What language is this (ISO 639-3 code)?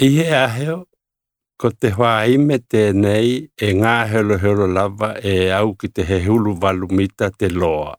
tkl